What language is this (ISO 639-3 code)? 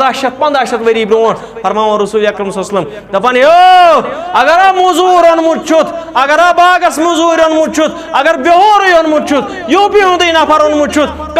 kas